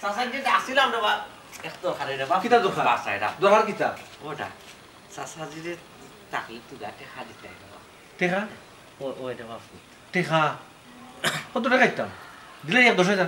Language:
Sylheti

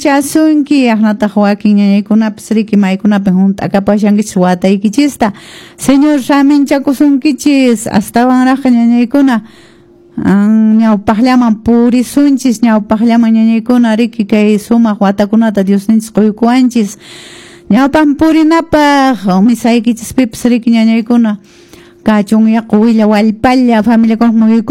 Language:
Quechua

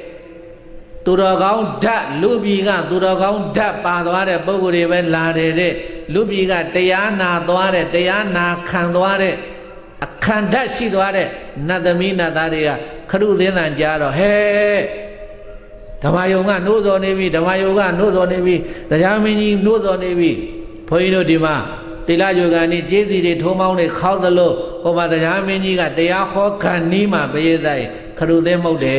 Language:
Burmese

